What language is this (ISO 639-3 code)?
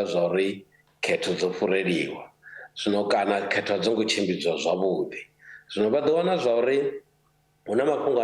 ven